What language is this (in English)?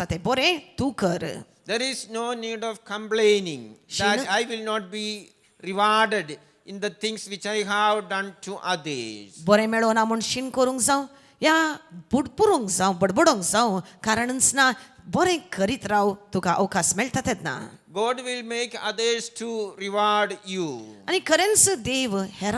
Konkani